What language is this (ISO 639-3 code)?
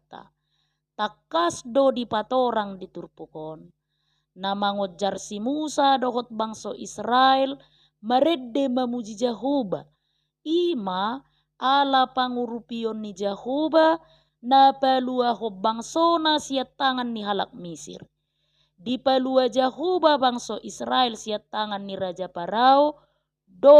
bbc